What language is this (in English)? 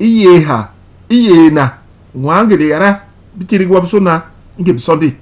Basaa